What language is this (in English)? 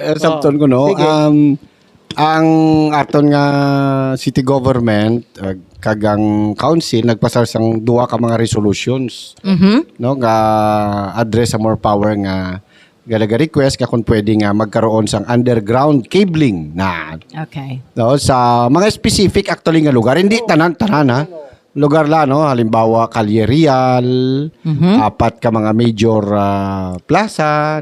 Hiligaynon